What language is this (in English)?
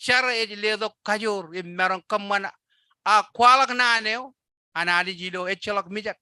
Marshallese